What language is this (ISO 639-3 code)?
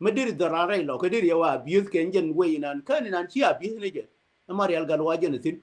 nus